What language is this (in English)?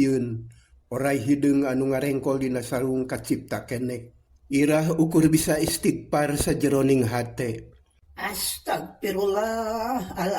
Sundanese